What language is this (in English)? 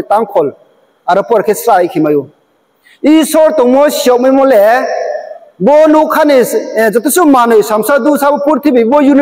Riang (India)